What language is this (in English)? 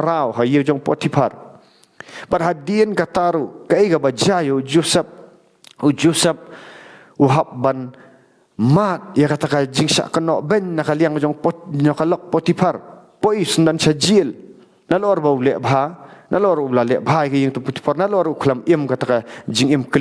Khasi